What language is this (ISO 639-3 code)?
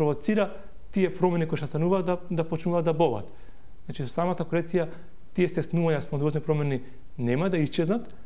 mkd